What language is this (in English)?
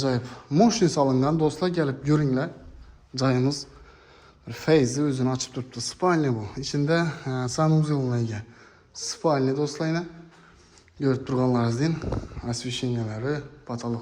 Uzbek